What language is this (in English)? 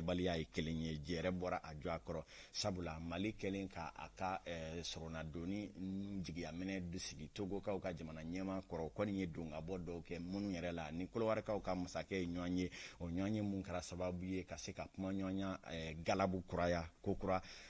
Bambara